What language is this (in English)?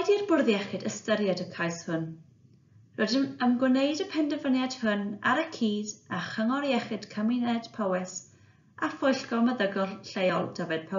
Welsh